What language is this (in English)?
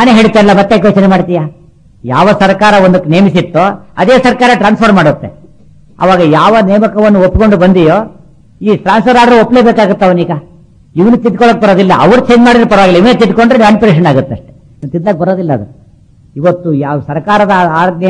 Kannada